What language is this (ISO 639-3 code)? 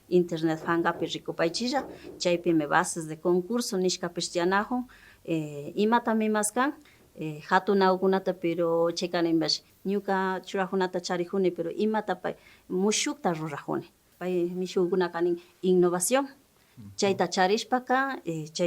qvi